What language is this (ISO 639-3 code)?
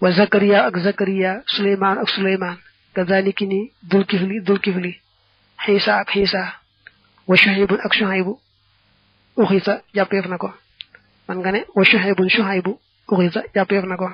wol